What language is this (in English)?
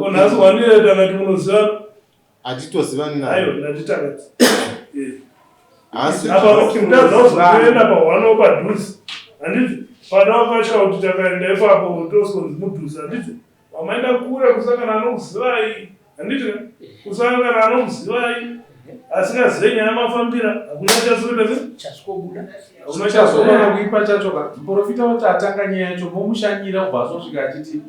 Shona